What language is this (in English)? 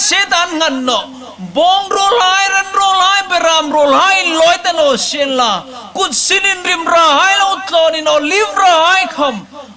Hmar